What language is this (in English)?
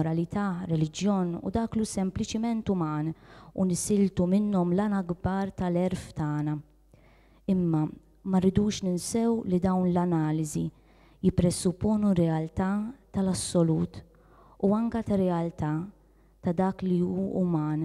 Maltese